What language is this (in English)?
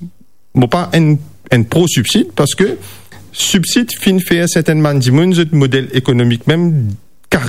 Morisyen